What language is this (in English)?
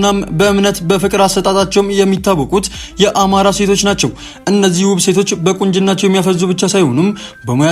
Amharic